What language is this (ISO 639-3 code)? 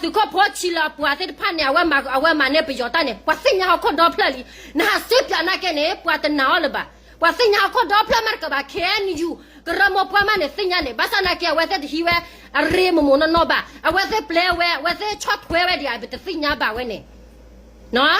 ksw